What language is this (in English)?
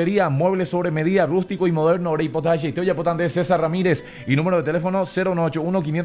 Guarani